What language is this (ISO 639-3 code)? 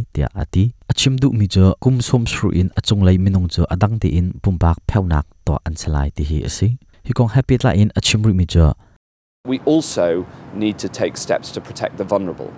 cnh